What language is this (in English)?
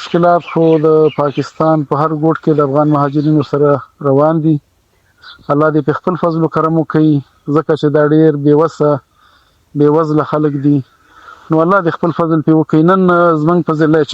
Pashto